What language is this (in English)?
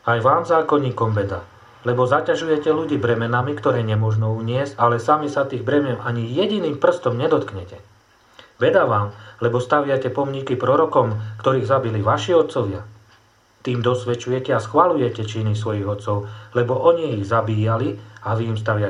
Slovak